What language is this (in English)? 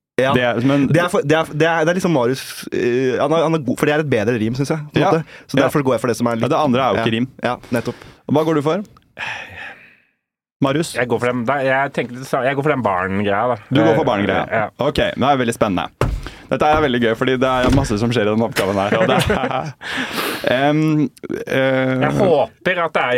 Norwegian